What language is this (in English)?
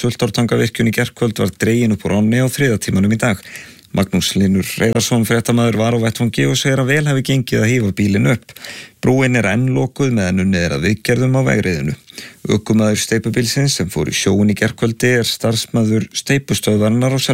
Icelandic